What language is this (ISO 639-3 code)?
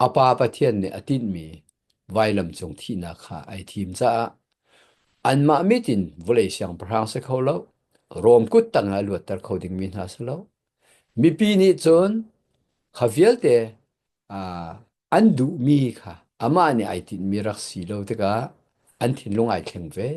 cnh